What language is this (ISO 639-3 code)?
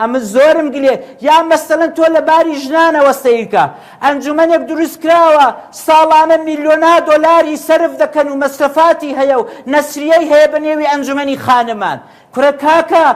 ckb